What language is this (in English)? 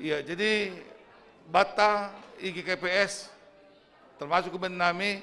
Batak Simalungun